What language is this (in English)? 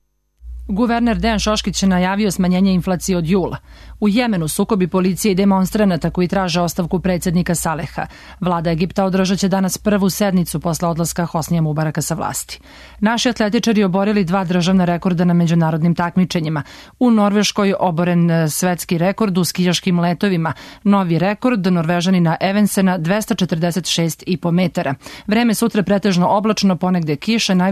Serbian